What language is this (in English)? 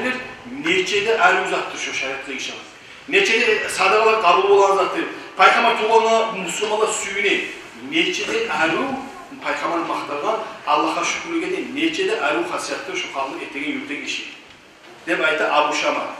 Kumyk